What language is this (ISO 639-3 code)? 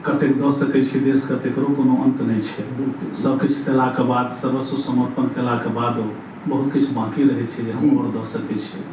mai